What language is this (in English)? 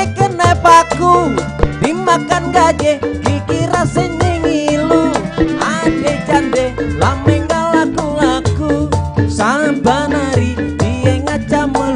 Betawi